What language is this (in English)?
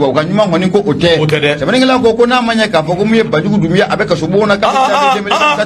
Bambara